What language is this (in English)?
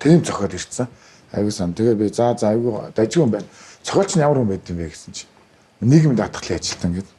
Mongolian